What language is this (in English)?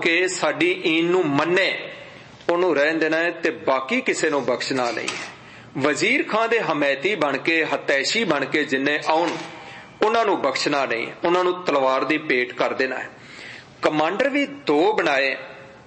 Punjabi